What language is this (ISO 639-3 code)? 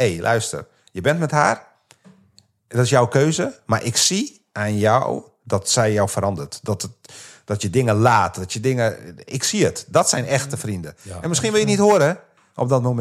nld